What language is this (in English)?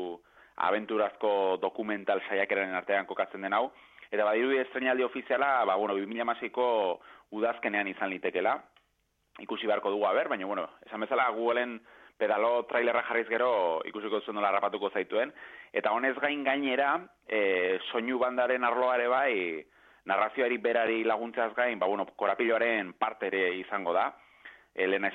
Basque